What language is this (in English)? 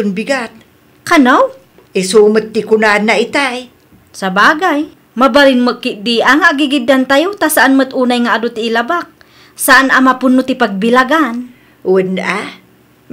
Iloko